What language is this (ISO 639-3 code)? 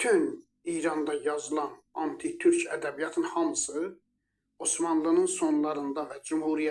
aze